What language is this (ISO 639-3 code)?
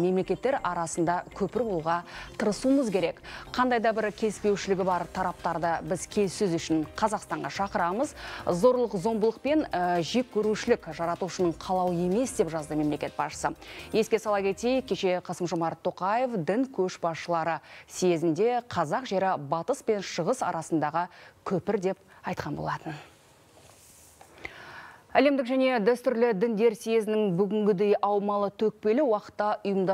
kaz